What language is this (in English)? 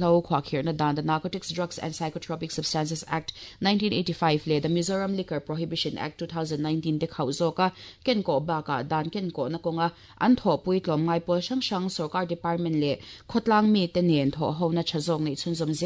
Mizo